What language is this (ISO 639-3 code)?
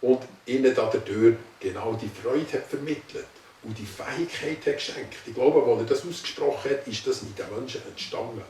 gsw